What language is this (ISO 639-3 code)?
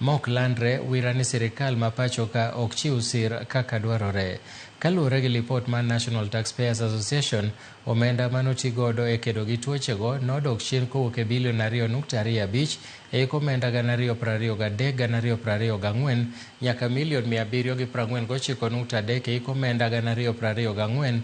luo